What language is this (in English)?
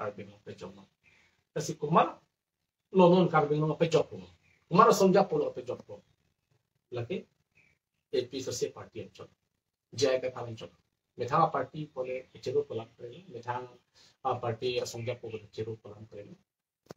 Karbi